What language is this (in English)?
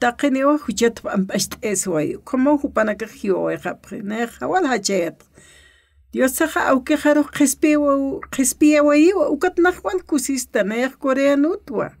Aymara